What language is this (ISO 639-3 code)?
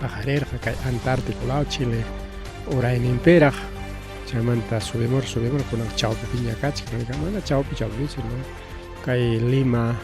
quy